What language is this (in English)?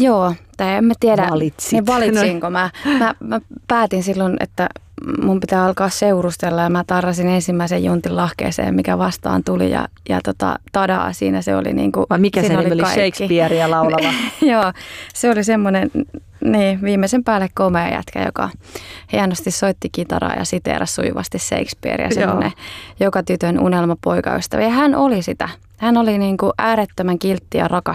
Finnish